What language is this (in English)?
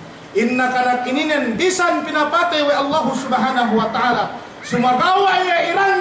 Yakan